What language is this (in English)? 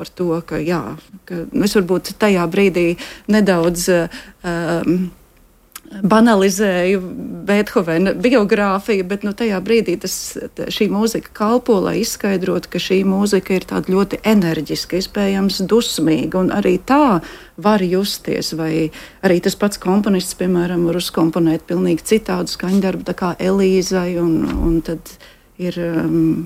Latvian